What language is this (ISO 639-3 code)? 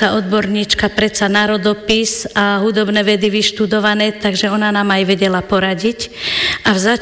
slk